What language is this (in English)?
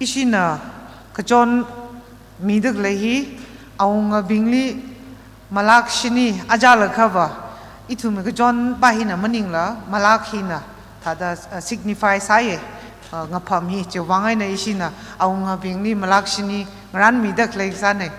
Tangkhul Naga (India)